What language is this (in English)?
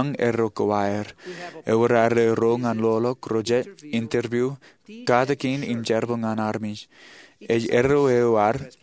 Marshallese